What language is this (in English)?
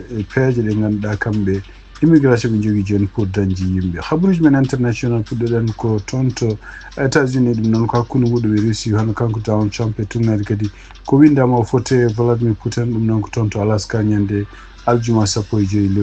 Fula